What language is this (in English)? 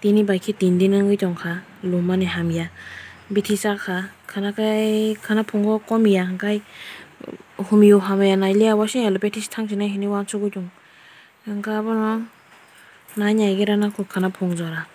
Kok Borok